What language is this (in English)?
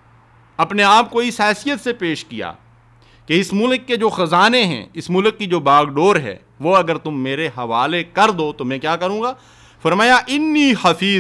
Urdu